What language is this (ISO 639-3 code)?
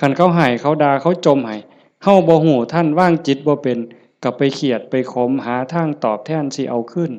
tts